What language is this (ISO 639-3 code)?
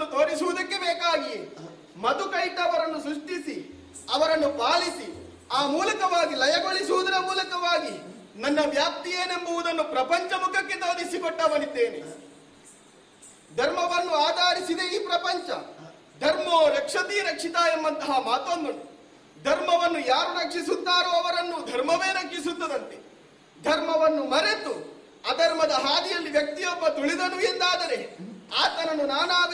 kan